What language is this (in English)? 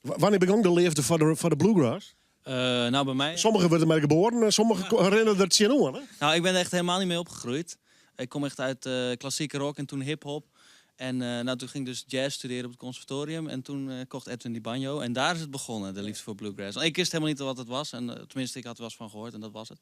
Western Frisian